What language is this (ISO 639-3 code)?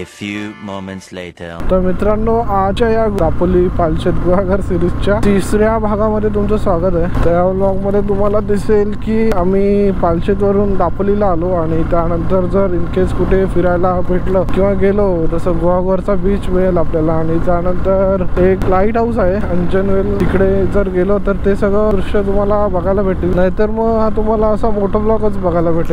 mar